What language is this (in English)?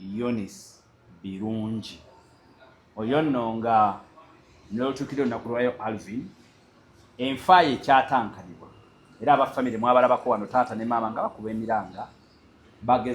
Ganda